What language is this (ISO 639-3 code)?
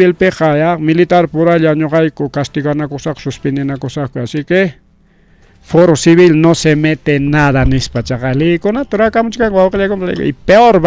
quy